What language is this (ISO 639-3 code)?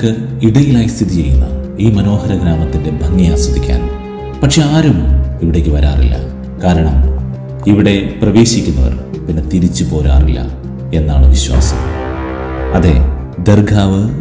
mal